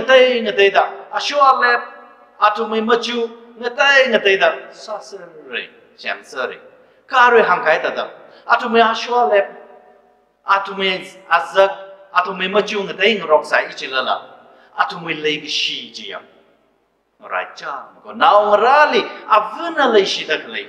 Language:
Tangkhul Naga (India)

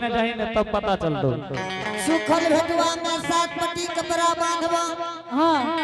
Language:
Angika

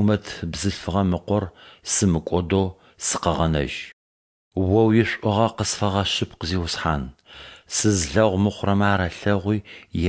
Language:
Adyghe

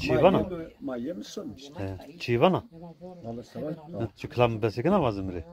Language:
Zaza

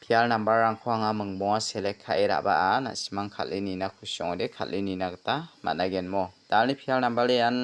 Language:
Garo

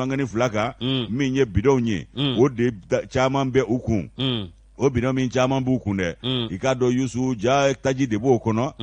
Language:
Bambara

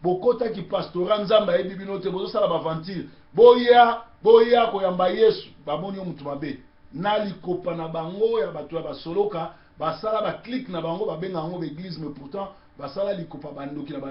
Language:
Lingala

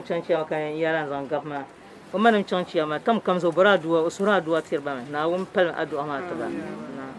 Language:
Dagbani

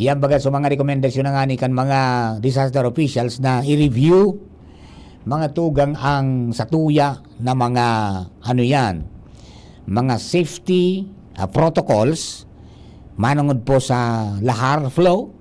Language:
Bikol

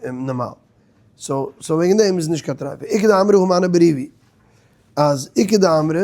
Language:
Yiddish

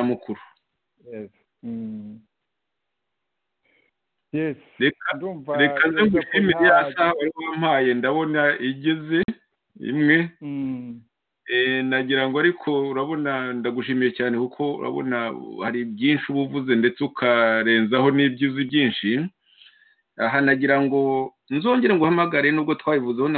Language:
Kinyarwanda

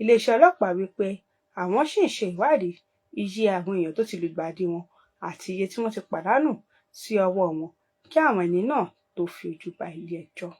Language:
Yoruba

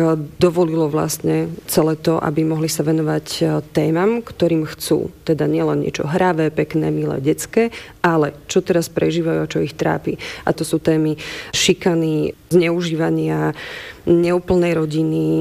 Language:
Slovak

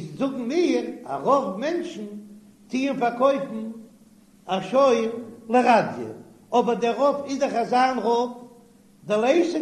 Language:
Yiddish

